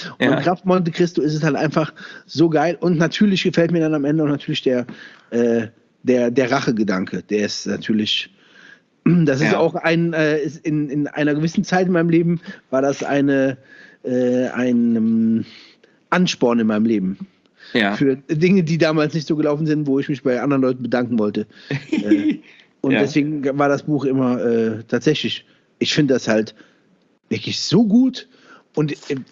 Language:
German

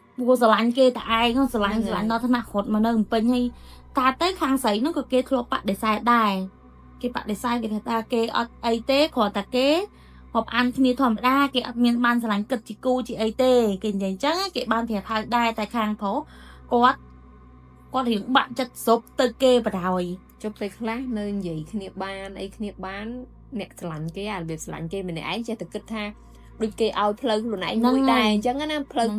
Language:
Khmer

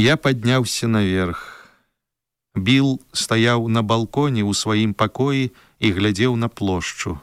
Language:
Belarusian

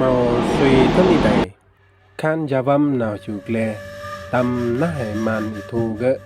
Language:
Rade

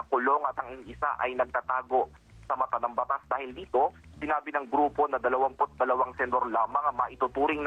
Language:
Filipino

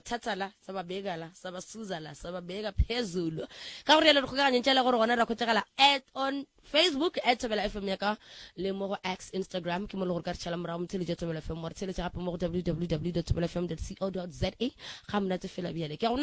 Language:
Northern Sotho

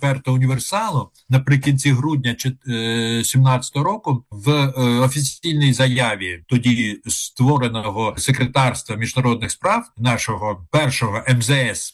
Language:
Ukrainian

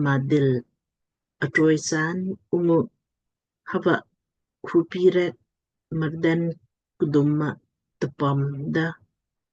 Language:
Lamkang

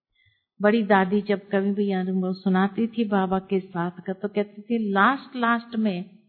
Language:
Hindi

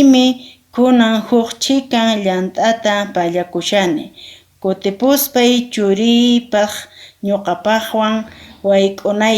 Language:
Quechua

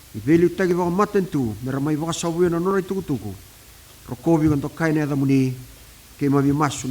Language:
Fijian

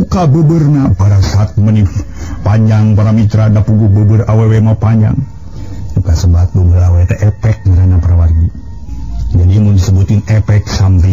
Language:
Sundanese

